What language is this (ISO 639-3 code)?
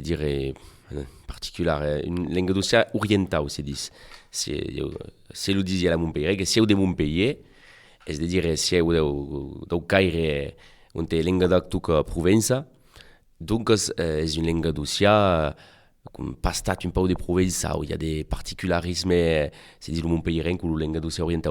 oci